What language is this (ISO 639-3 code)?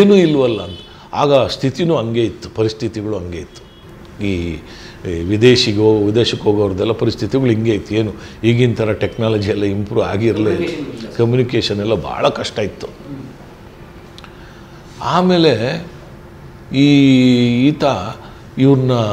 kan